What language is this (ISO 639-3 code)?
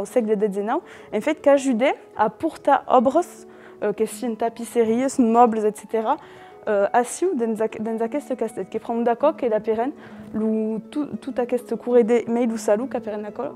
oci